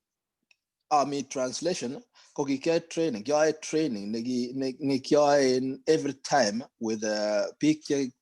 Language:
Kalenjin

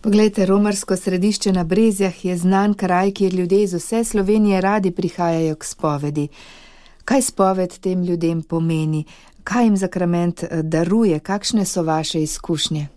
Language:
Slovenian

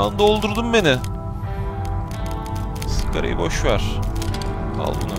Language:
Turkish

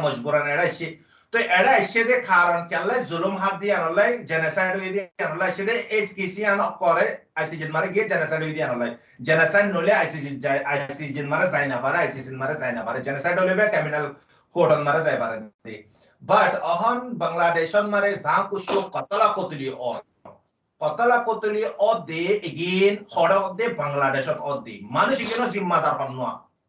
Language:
Rohingya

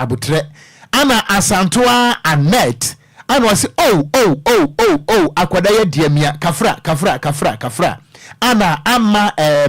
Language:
Akan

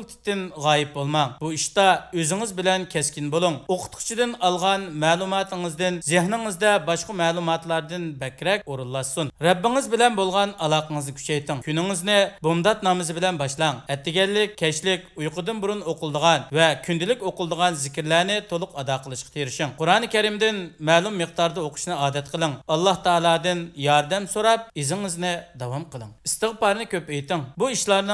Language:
Uyghur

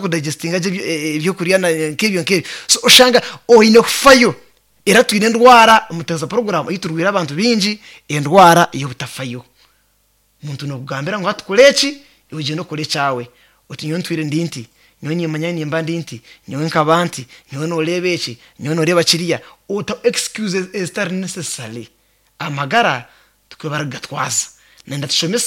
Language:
Nyankole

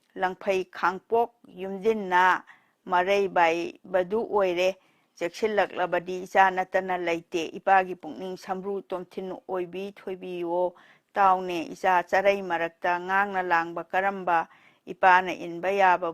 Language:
Manipuri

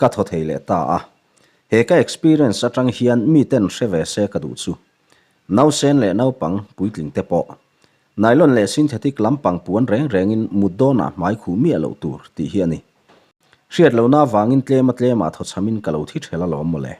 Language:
Mizo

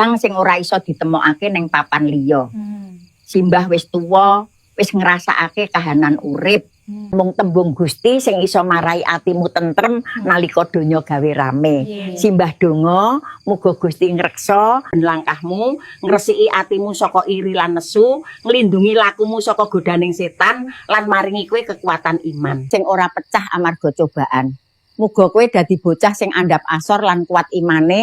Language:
Javanese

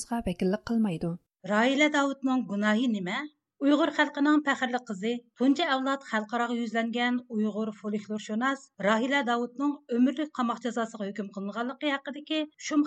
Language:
Uyghur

